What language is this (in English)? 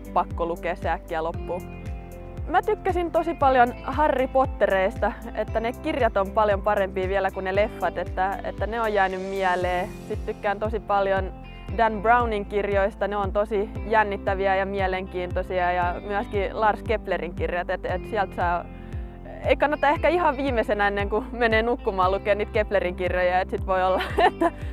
Finnish